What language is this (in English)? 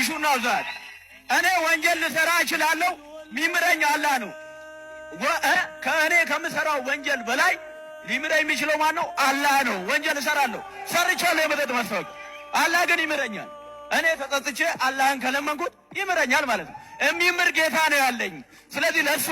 Amharic